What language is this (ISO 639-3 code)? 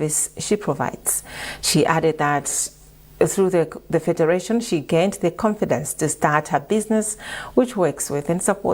eng